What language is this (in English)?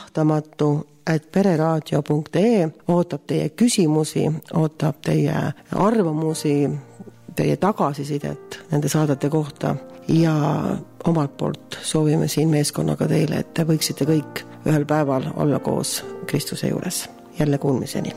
Estonian